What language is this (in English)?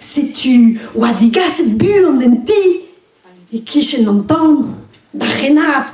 Breton